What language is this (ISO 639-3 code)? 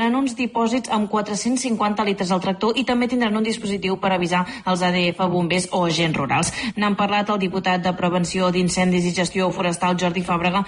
cat